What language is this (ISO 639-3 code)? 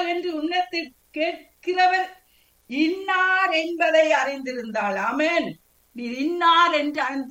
tam